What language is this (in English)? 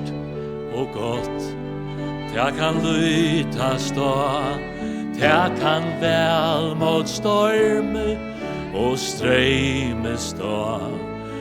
Faroese